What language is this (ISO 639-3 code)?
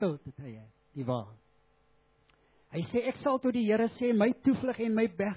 afr